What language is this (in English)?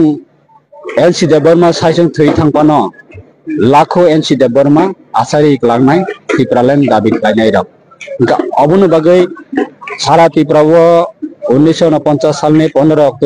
Kok Borok